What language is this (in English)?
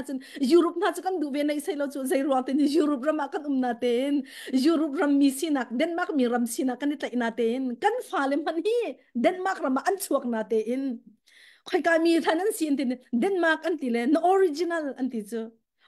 Hakha Chin